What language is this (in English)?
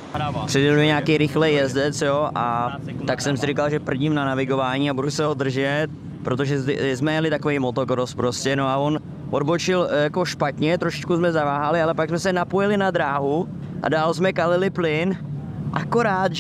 Czech